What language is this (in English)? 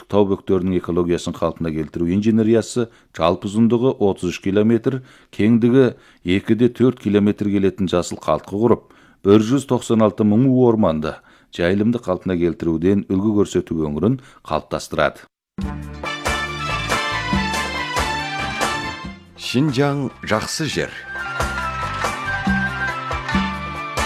Kazakh